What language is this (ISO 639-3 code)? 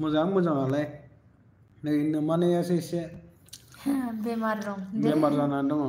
brx